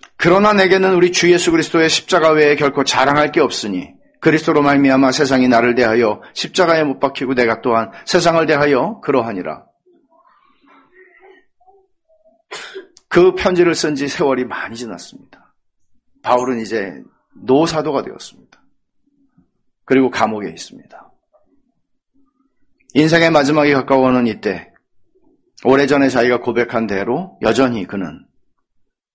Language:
Korean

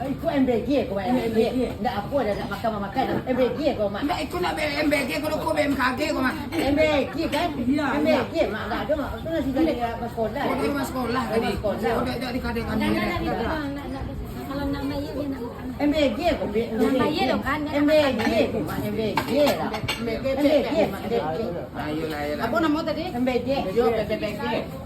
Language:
Minangkabau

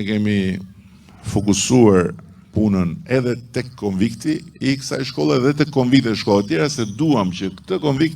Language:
Albanian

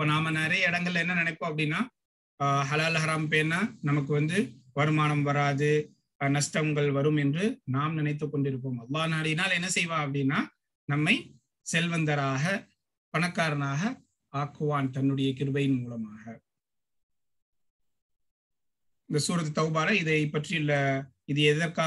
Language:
Tamil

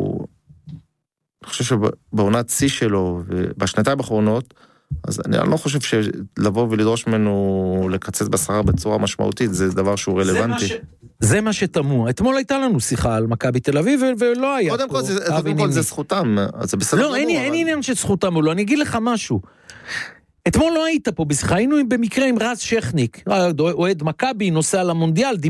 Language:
Hebrew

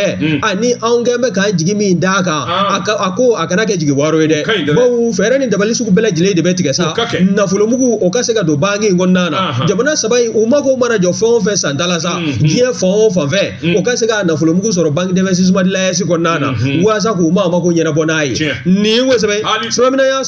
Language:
Bambara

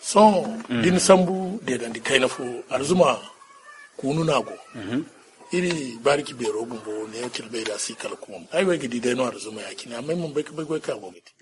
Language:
Zarma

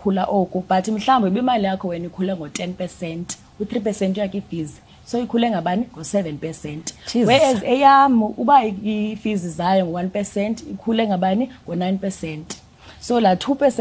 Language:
Xhosa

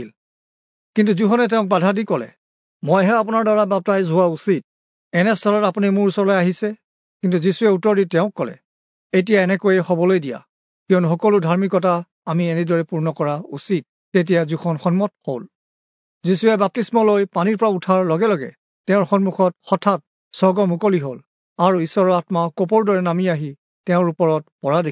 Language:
Assamese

